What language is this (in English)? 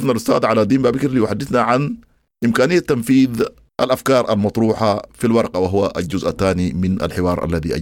Sudanese Arabic